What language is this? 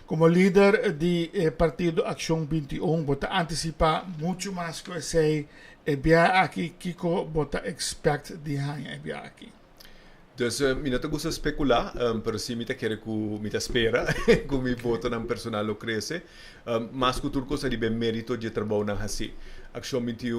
Papiamento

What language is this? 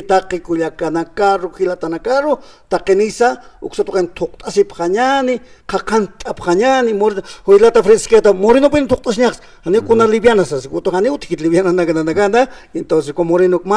Aymara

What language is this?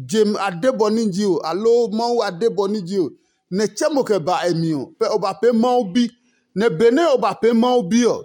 Adangme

